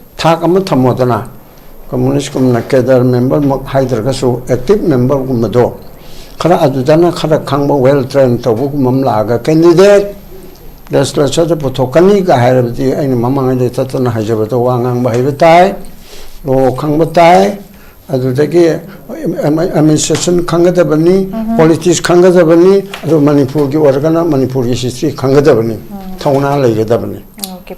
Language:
Manipuri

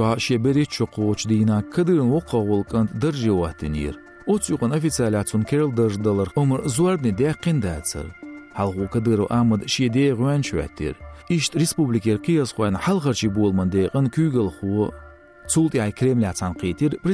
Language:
Chechen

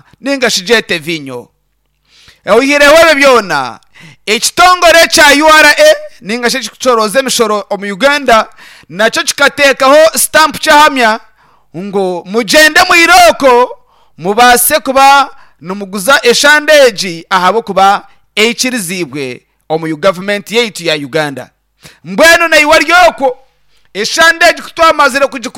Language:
Nyankole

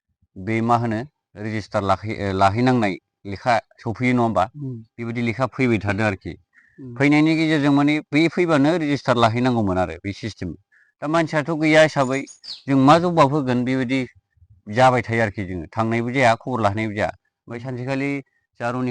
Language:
Bodo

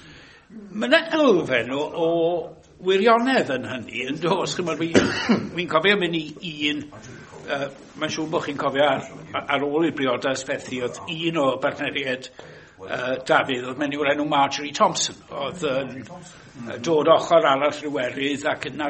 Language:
Welsh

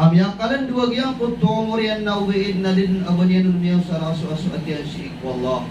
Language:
Maranao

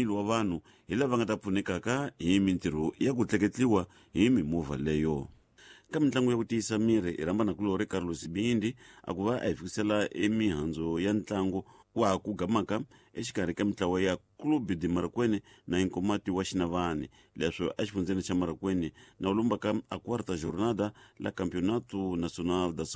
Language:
Tsonga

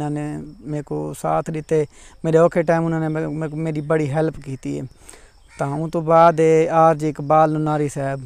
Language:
Saraiki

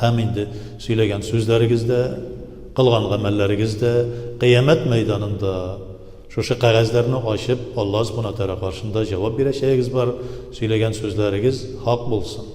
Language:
Tatar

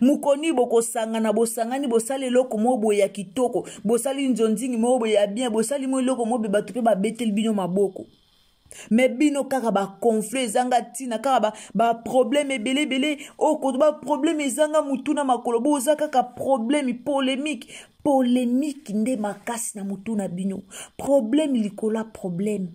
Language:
Lingala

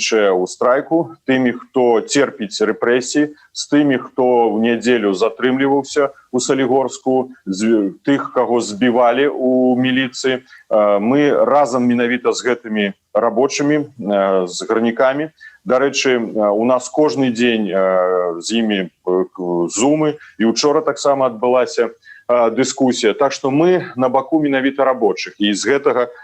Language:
Belarusian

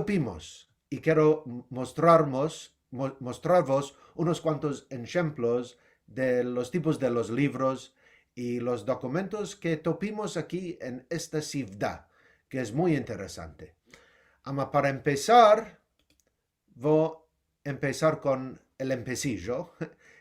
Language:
Ladino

